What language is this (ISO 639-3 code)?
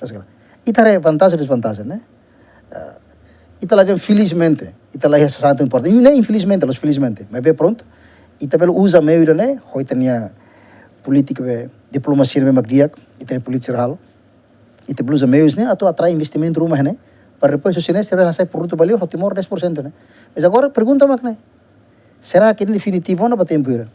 tet